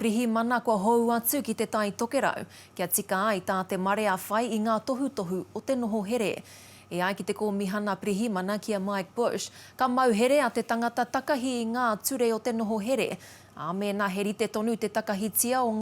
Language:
Māori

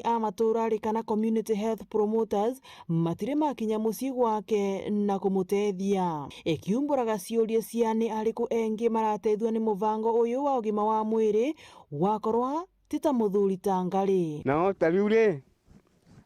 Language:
Meru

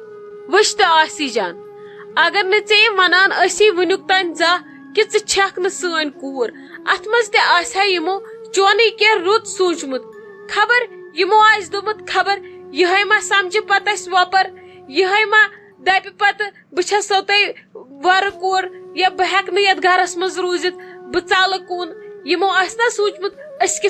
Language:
Kashmiri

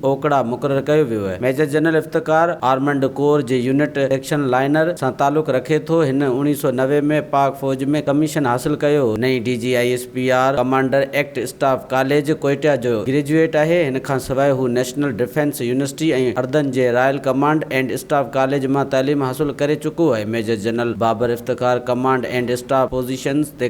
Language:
Sindhi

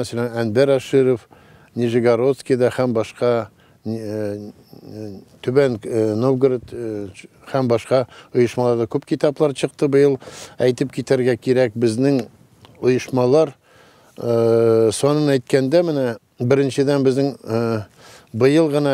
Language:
Tatar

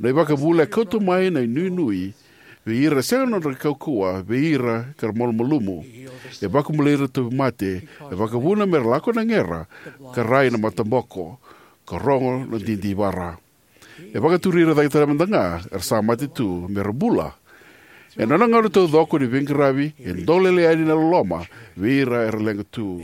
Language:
Fijian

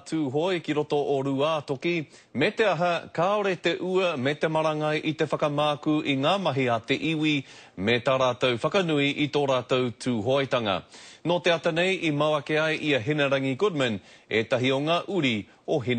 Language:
Māori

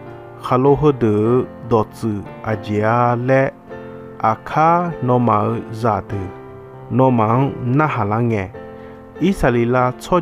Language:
Akha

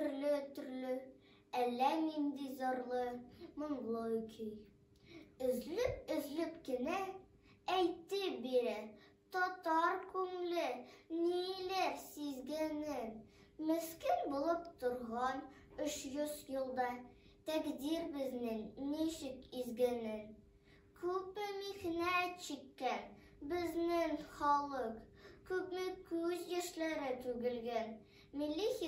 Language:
Tatar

